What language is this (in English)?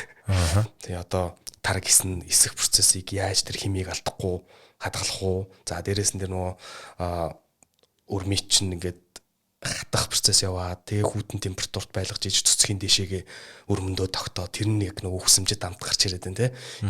Mongolian